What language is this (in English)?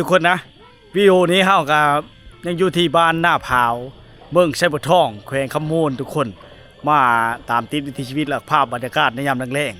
Lao